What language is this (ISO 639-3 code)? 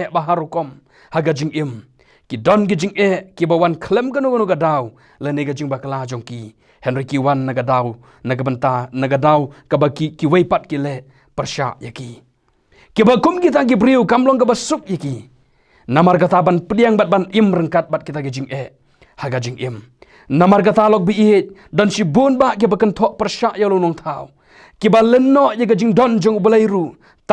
kha